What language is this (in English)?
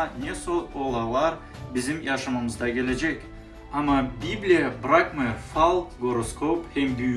Gagauz